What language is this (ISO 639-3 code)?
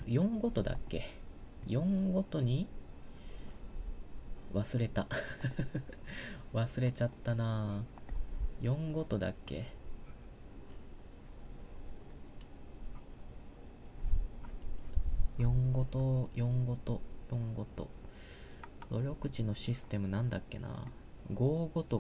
jpn